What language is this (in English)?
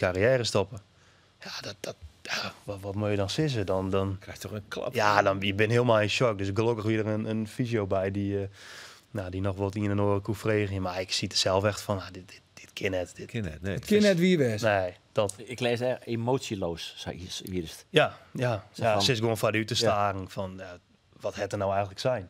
Western Frisian